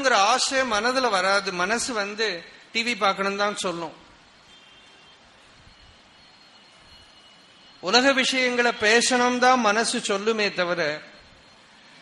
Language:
Tamil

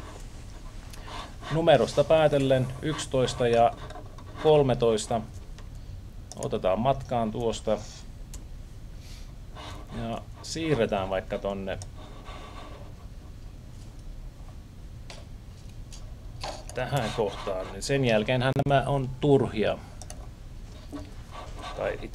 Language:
Finnish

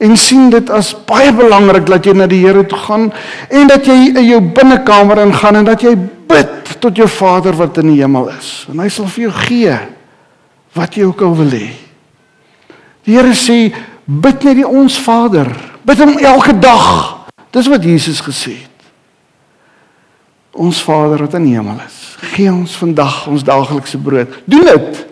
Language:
Afrikaans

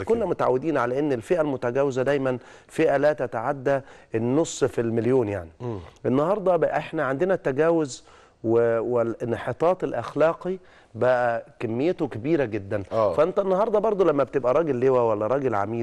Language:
Egyptian Arabic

